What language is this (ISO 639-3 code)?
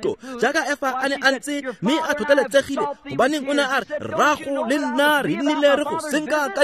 tsn